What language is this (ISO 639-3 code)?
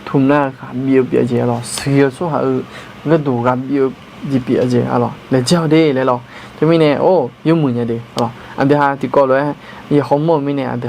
ahk